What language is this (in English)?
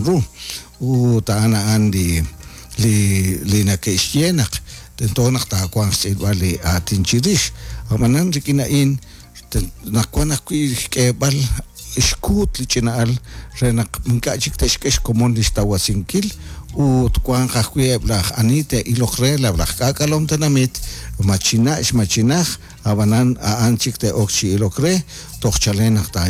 Kekchí